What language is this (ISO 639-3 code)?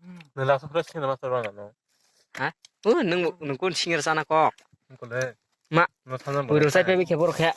trp